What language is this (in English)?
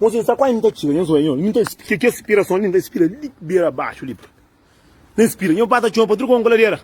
Kabuverdianu